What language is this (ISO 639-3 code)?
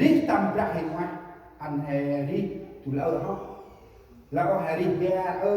cmo